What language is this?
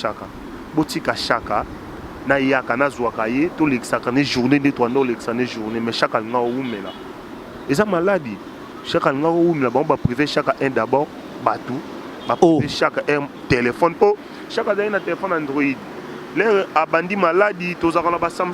Lingala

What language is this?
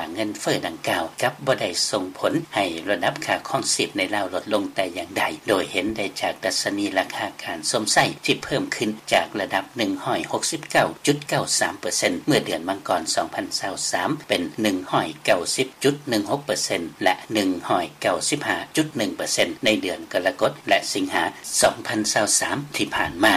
Lao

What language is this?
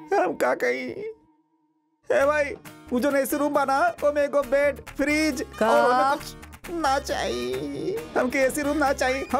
Bhojpuri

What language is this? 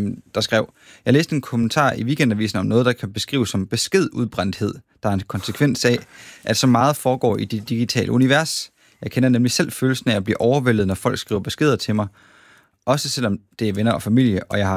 Danish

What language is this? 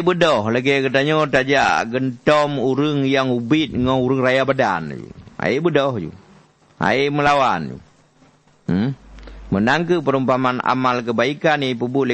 Achinese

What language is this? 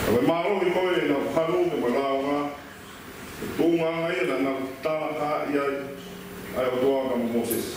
Tongan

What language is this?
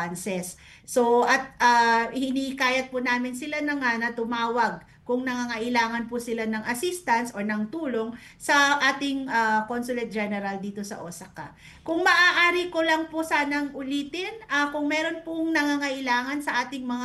Filipino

